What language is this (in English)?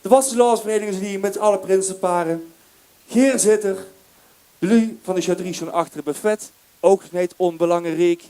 Limburgish